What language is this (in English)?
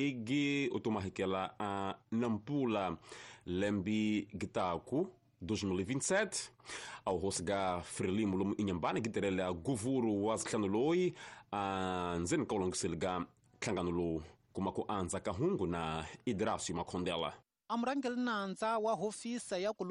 Tsonga